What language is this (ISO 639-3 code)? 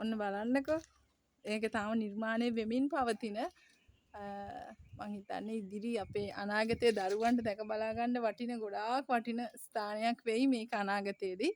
sin